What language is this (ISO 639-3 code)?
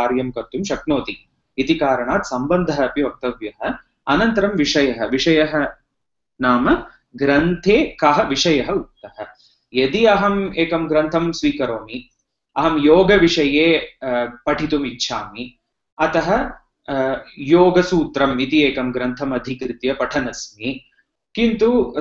san